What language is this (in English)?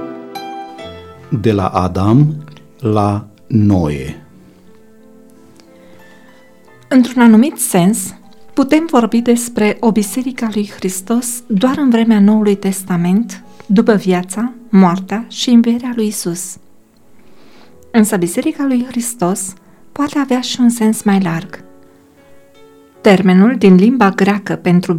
Romanian